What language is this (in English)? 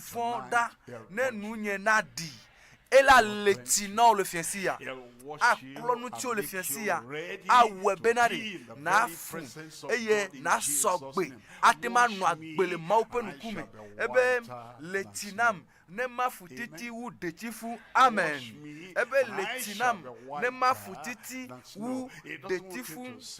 Ewe